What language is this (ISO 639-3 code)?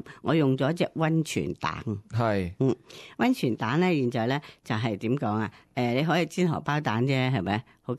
yue